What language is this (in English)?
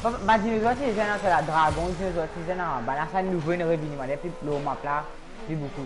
Morisyen